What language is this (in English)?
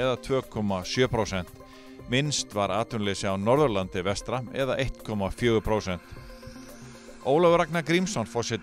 Icelandic